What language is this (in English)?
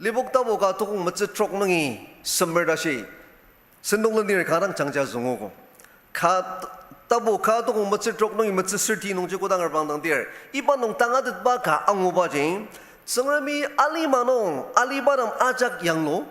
Ao Naga